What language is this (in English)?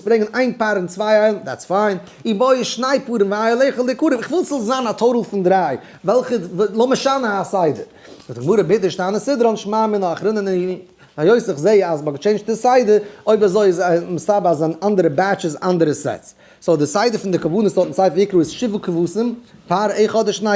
Yiddish